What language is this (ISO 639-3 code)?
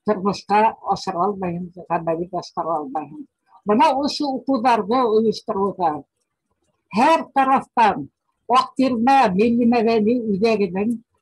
bak